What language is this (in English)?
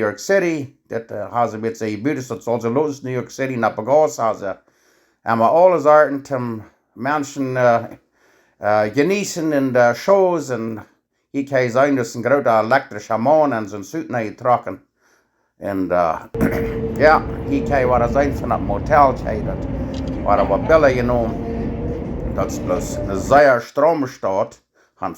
Plautdietsch